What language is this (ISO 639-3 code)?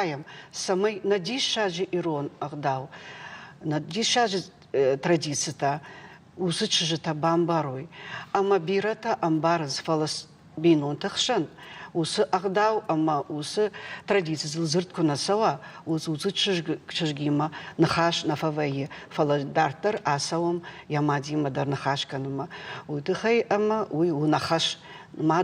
oss